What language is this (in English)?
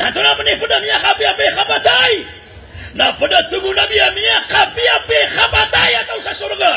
Maranao